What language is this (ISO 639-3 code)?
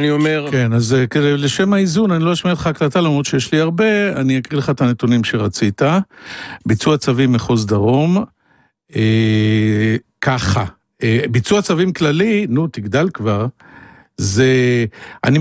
heb